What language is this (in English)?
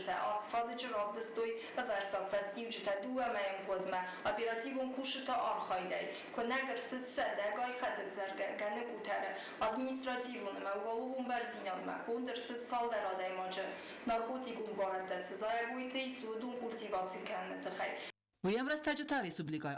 Ossetic